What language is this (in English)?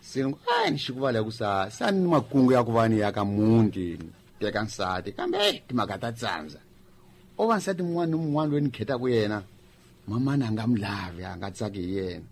Tsonga